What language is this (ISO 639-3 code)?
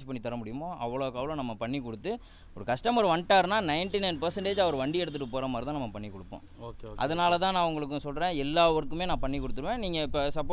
tam